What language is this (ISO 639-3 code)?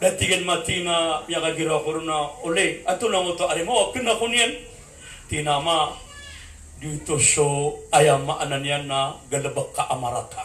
mrw